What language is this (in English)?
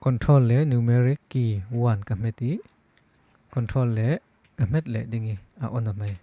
Falam Chin